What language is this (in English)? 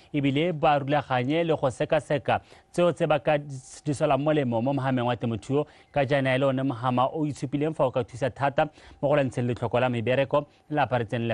Tswana